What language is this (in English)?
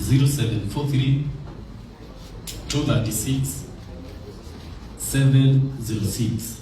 Kikuyu